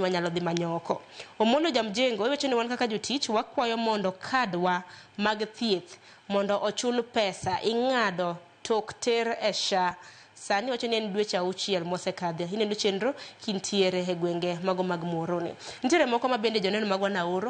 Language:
Luo (Kenya and Tanzania)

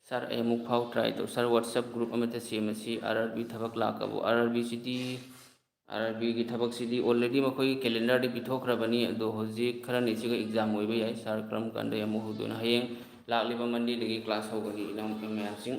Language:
Manipuri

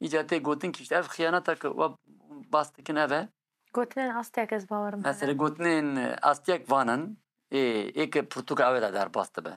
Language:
Kurdish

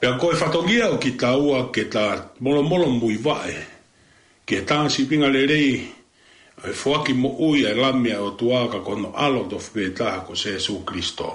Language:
Tongan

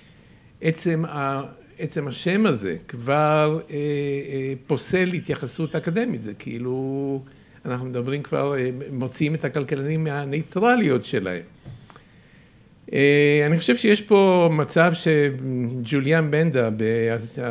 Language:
Hebrew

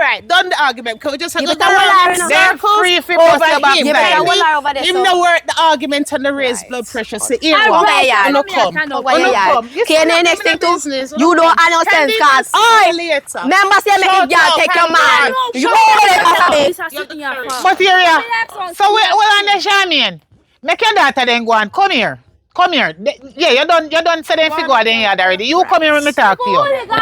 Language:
Jamaican Creole English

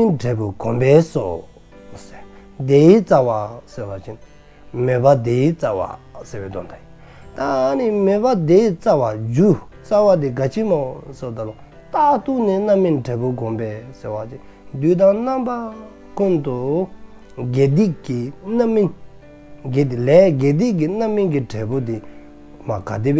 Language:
Dzongkha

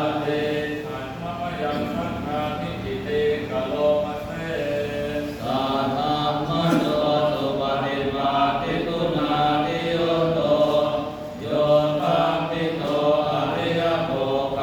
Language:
Pali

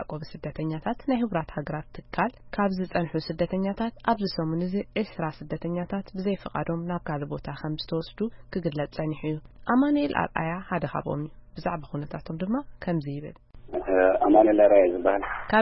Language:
Tigrinya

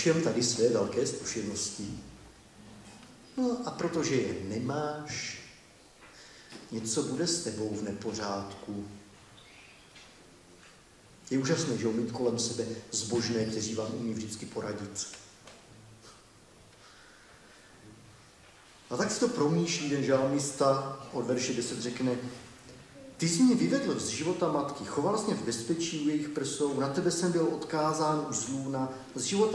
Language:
Czech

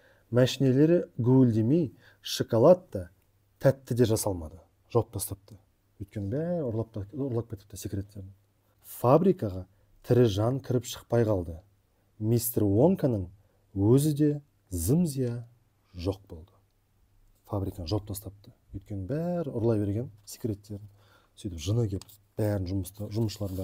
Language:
Kazakh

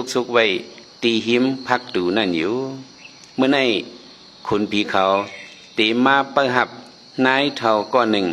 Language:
Shan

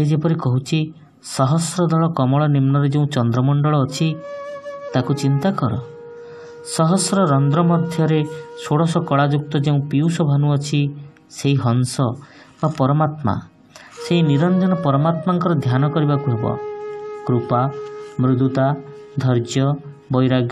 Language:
Odia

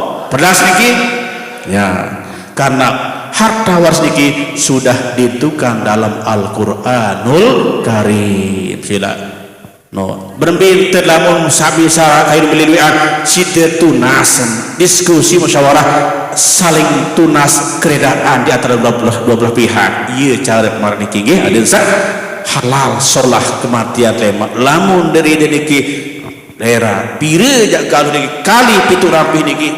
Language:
Sasak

